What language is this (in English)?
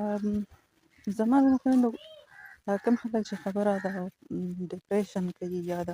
Pashto